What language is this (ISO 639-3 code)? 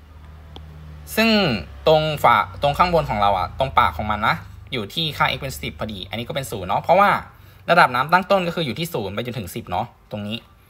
tha